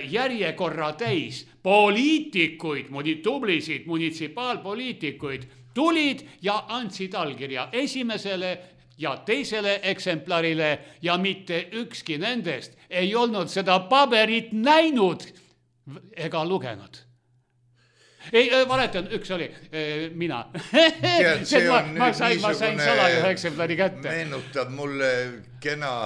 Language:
Estonian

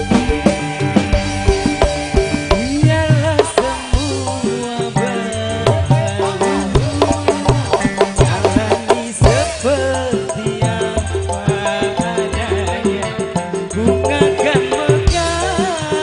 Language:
Indonesian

